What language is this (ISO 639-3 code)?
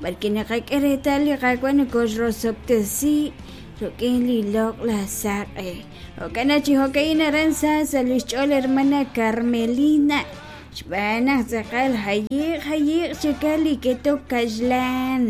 kek